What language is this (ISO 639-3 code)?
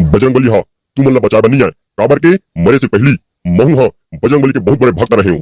hne